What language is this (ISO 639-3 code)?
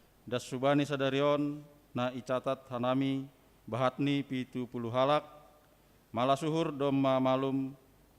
bts